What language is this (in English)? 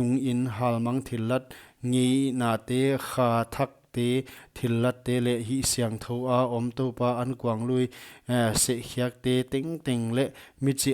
Paite Chin